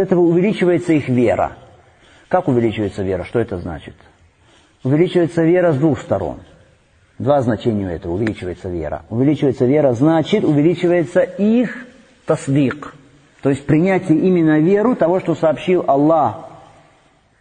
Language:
Russian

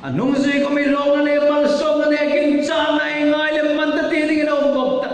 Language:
Hmar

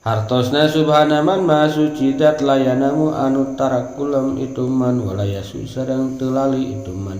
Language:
Sundanese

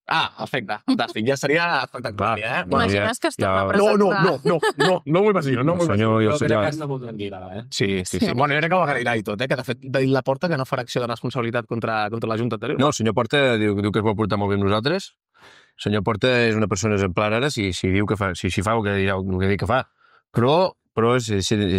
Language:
Catalan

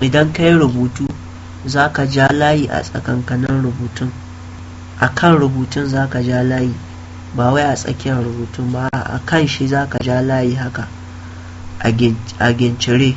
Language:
Hausa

